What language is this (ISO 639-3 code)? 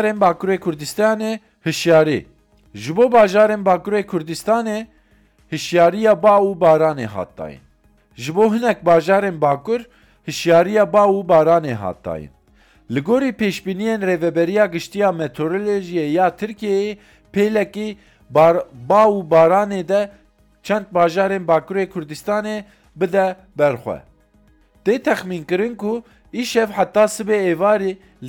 kur